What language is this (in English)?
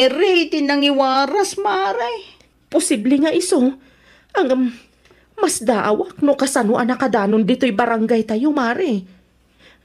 Iloko